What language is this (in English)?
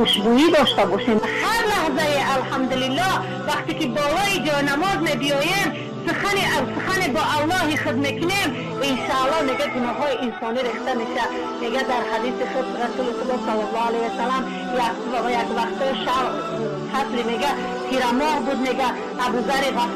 Tajik